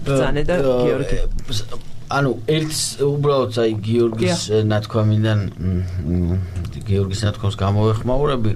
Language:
Georgian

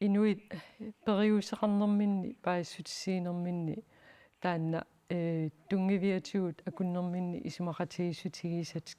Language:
Kalaallisut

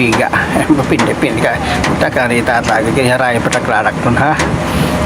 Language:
Waray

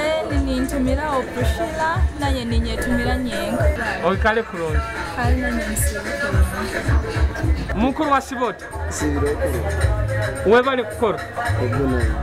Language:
Nyoro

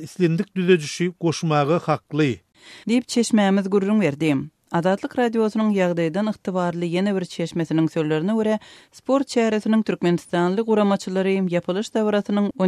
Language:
Turkmen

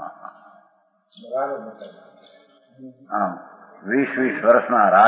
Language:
Gujarati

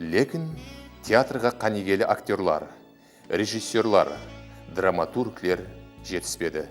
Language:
Kara-Kalpak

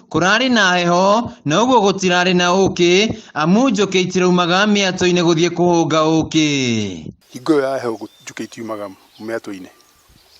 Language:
Kikuyu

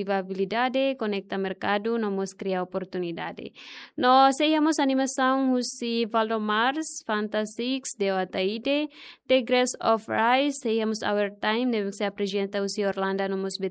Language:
Tetum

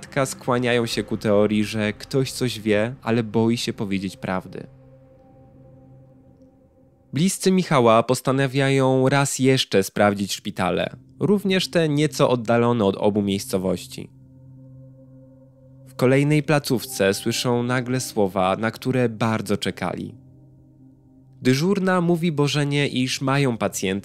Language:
Polish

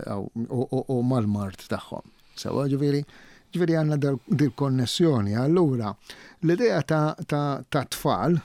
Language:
Maltese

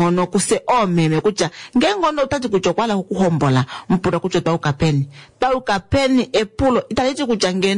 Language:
Kuanyama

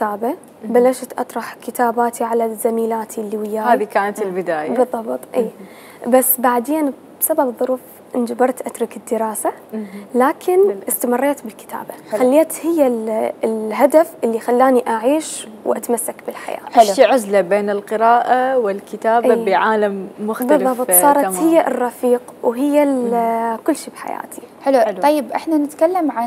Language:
Mesopotamian Arabic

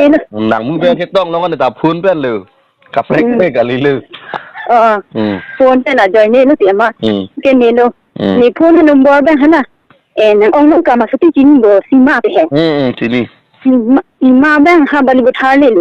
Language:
Karbi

